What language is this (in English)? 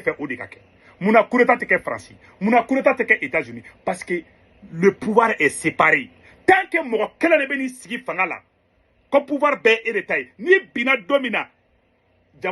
Bambara